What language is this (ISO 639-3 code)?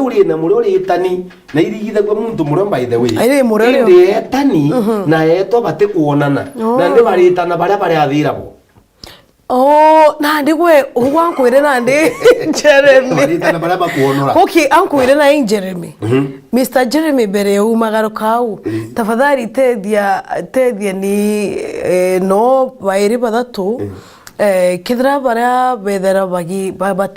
mer